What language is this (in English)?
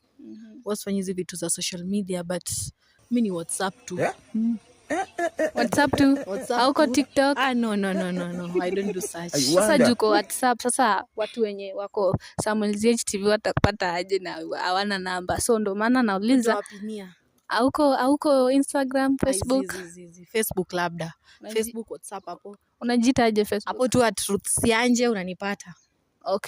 Swahili